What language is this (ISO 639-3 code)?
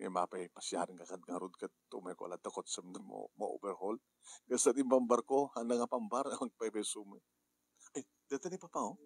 ilo